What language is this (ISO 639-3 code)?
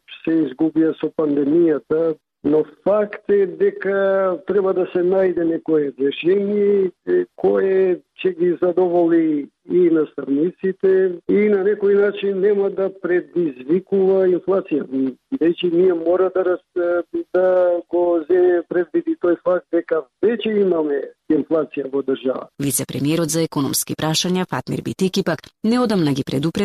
mkd